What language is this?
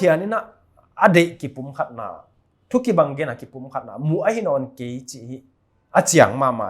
Paite Chin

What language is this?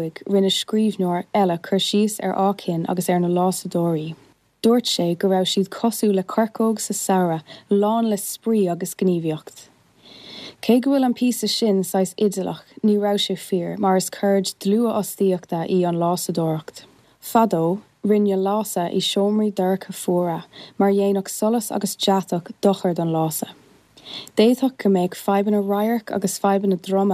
Irish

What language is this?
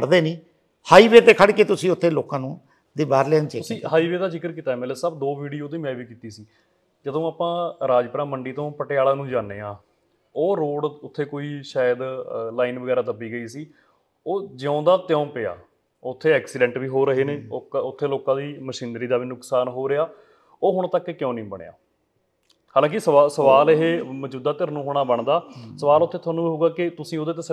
Punjabi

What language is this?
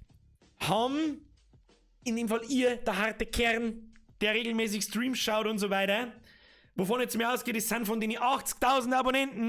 Bavarian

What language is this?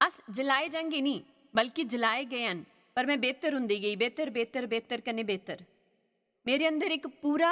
Dogri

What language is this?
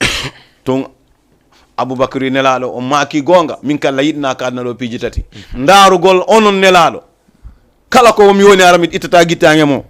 Fula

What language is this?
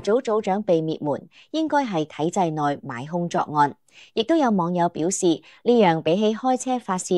Cantonese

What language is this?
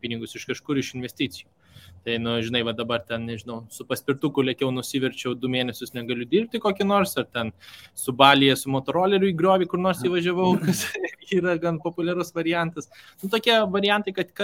Lithuanian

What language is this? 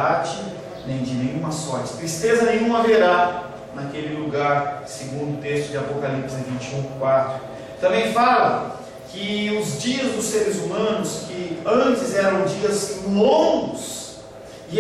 Portuguese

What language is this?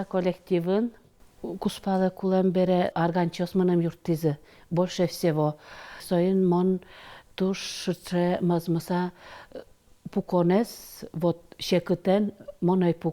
Udmurt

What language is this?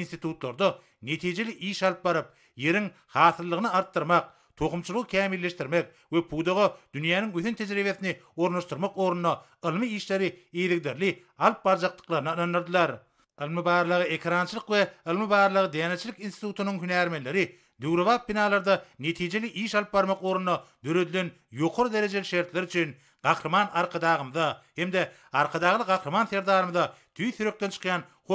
Turkmen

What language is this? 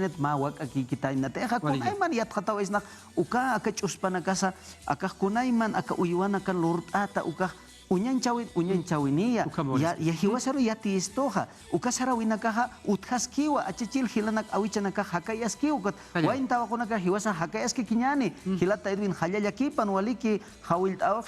Aymara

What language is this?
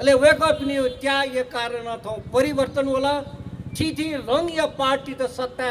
Newari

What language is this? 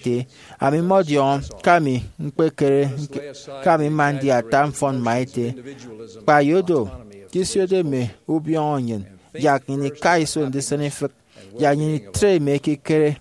Efik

